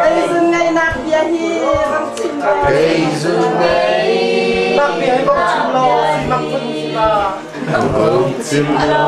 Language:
Hakha Chin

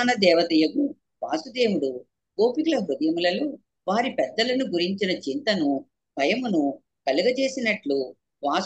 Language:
Telugu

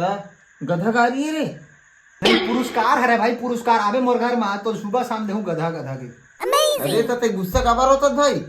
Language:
Chhattisgarhi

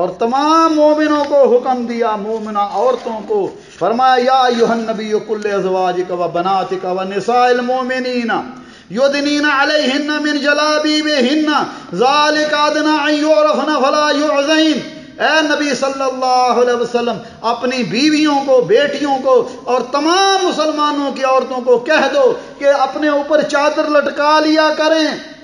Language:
Urdu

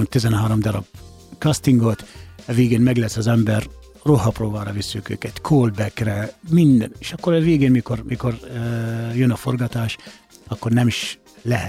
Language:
Hungarian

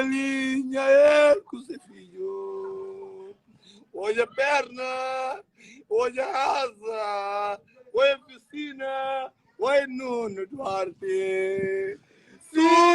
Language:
Kabuverdianu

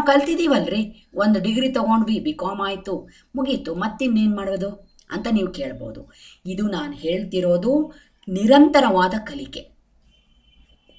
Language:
Kannada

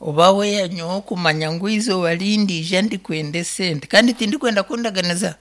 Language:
Nyankole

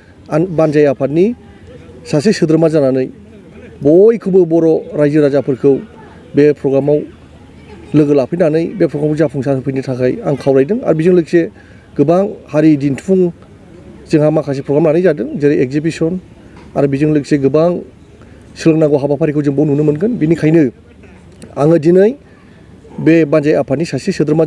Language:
Bodo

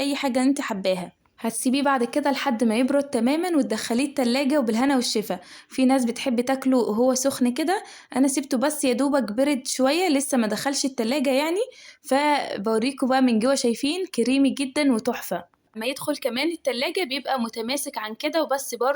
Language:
Egyptian Arabic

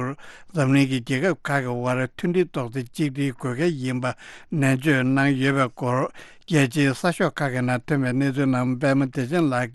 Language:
Tibetan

